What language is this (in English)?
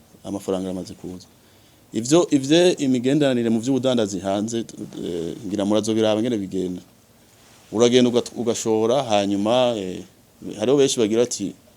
Rundi